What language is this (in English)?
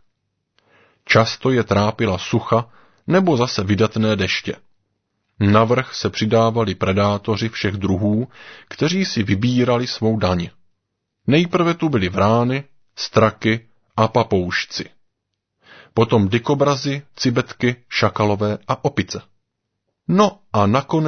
Czech